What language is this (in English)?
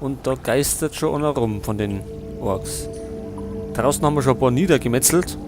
Bavarian